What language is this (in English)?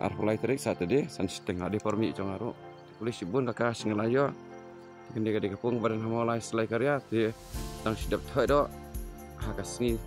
Khasi